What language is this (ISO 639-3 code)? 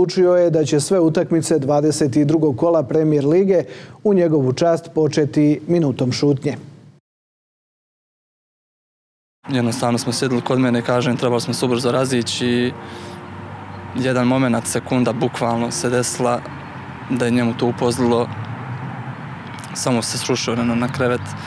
hrv